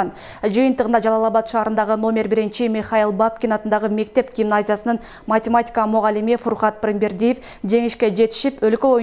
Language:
Kyrgyz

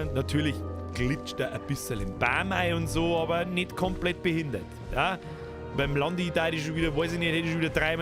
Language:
Bavarian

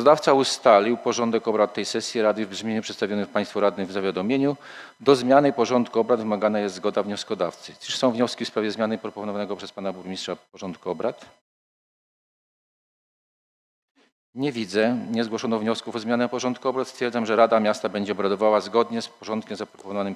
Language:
Polish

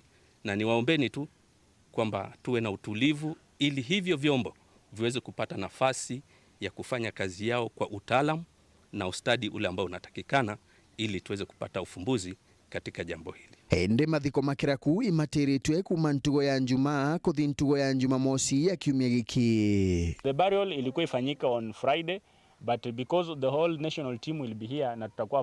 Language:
Meru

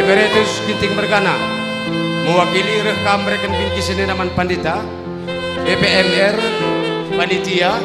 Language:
Batak Karo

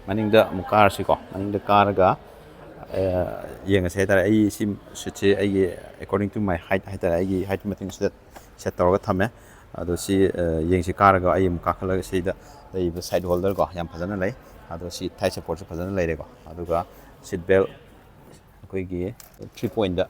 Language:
Manipuri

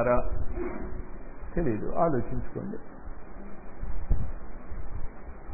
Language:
Telugu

